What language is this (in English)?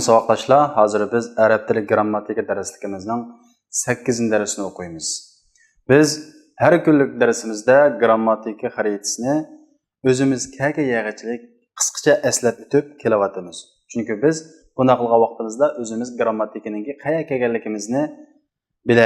Uyghur